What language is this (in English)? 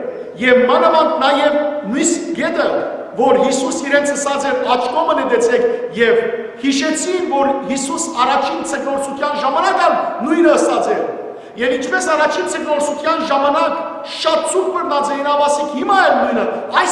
Western Armenian